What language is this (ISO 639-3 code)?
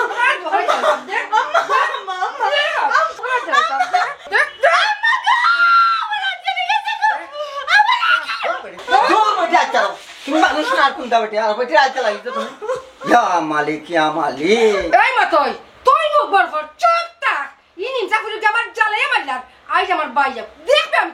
syl